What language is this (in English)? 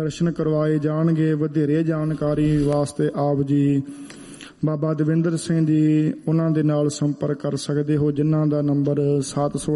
Punjabi